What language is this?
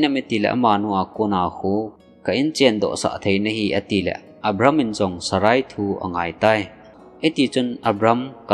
Thado Chin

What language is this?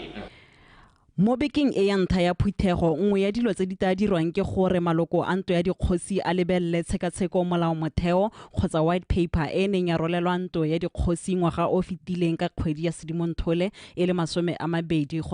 Tswana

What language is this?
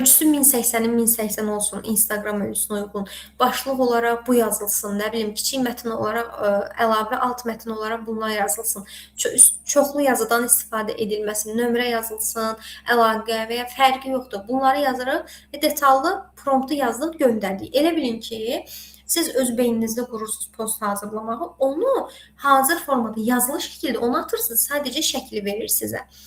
Azerbaijani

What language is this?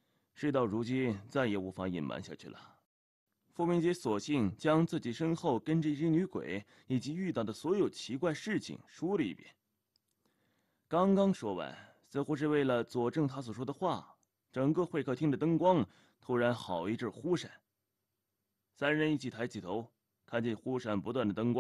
Chinese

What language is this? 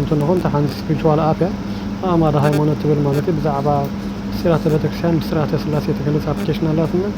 Tigrinya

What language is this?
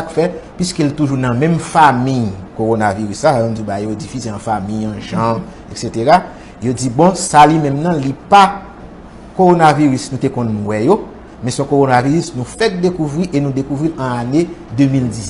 Haitian Creole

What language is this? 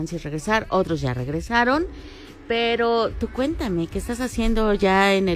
Spanish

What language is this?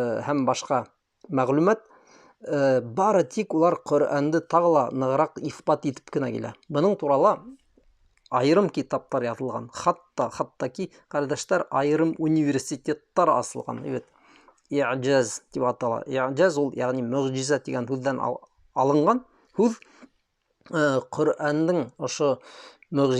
Bashkir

